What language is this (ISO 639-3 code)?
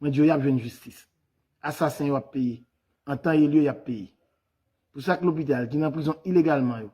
hat